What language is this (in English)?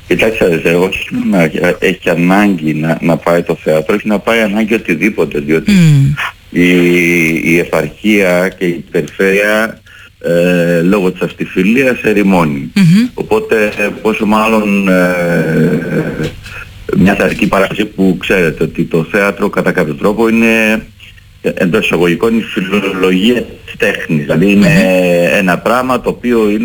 Greek